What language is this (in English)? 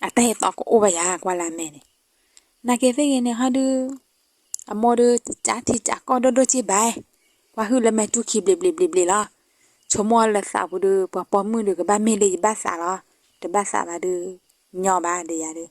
S'gaw Karen